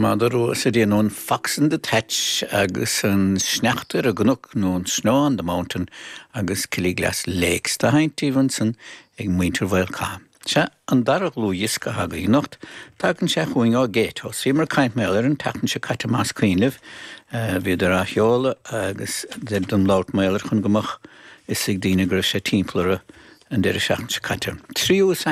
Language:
Irish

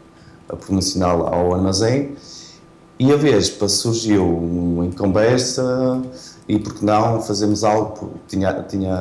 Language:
Portuguese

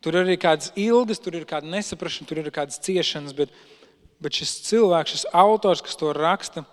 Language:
Latvian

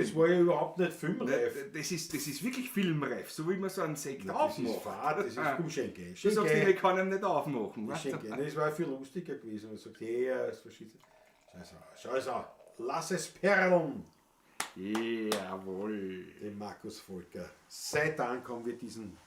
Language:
Bavarian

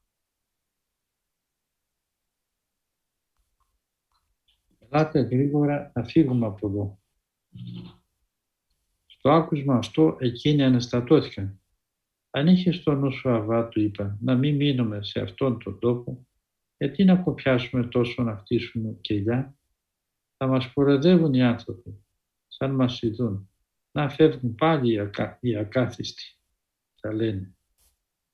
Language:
Greek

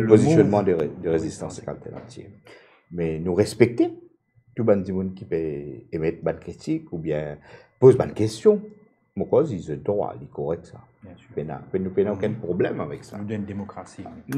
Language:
Morisyen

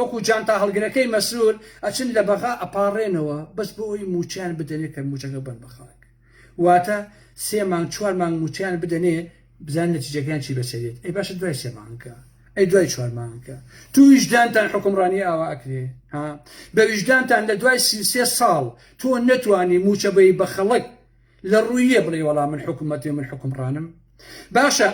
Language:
Central Kurdish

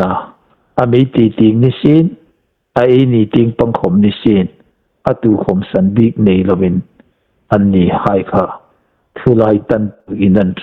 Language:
Hmar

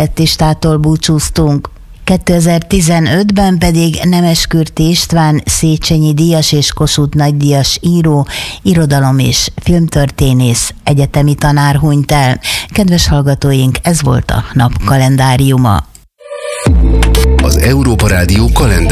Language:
Hungarian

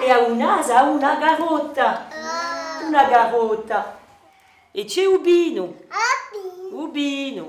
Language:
Corsican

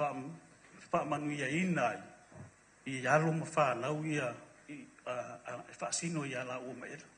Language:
Samoan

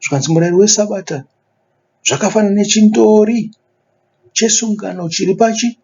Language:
Shona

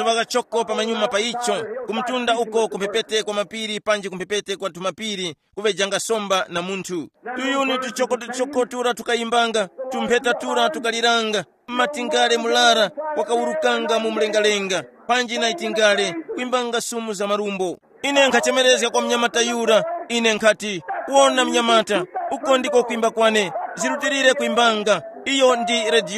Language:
Tumbuka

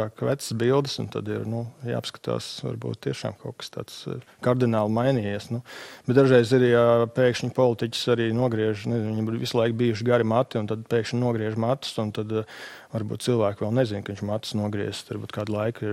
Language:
Latvian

